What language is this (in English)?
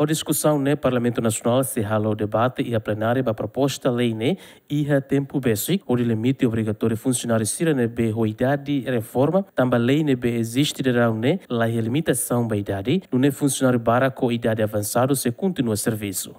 Tetum